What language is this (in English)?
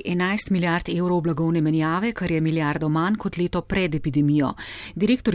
Slovenian